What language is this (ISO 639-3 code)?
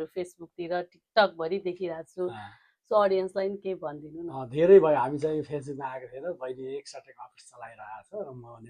nep